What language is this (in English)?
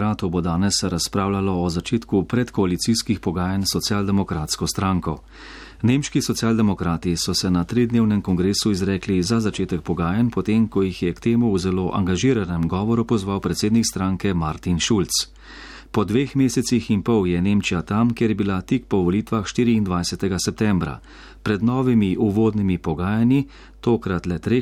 Slovenian